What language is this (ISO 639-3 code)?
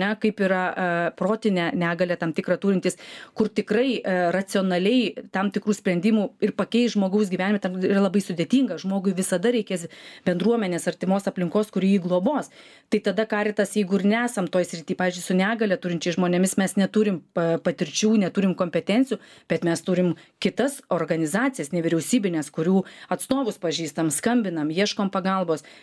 lit